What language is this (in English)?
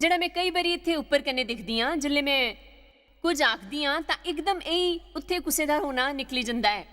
Dogri